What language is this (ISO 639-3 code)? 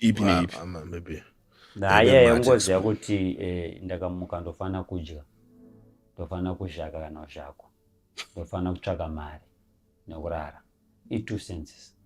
sna